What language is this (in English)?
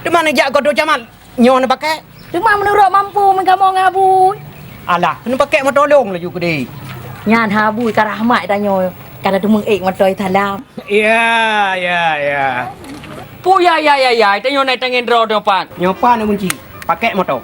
Achinese